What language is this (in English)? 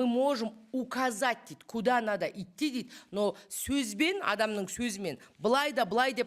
Kazakh